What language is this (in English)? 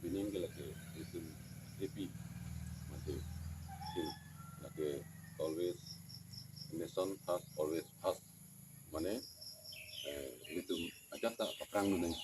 Karbi